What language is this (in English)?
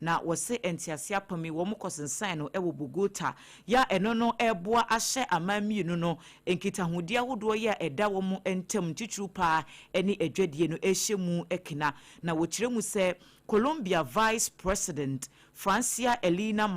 Akan